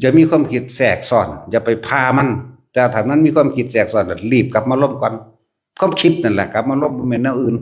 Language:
Northeastern Thai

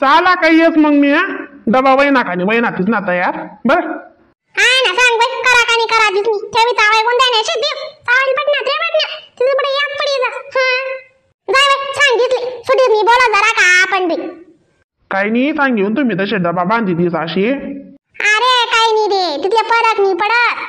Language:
Khandesi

